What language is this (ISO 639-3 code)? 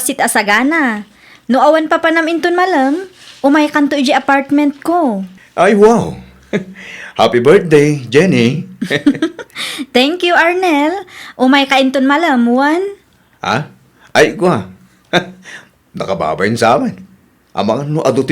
ilo